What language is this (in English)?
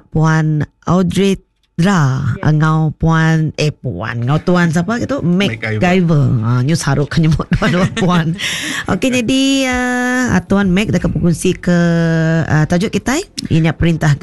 Iban